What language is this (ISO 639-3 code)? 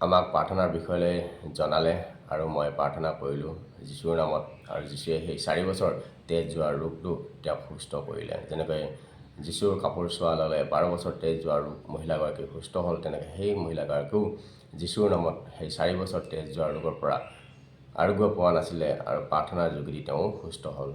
asm